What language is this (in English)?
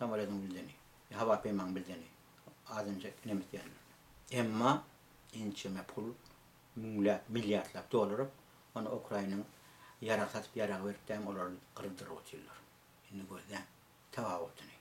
Turkmen